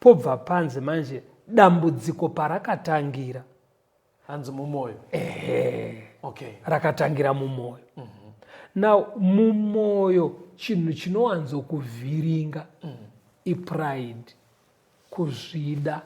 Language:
Shona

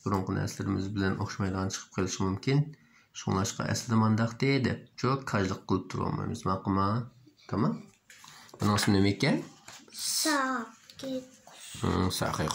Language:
Uyghur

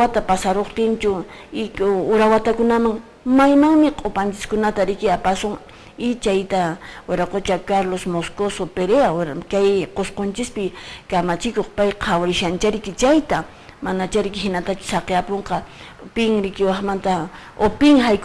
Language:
Quechua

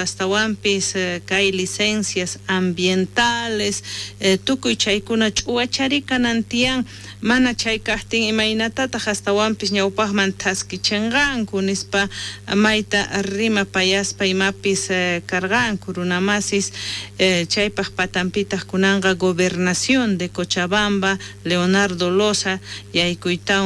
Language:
South Bolivian Quechua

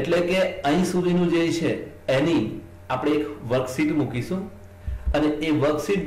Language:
Gujarati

